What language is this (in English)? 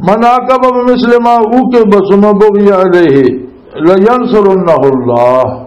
Western Panjabi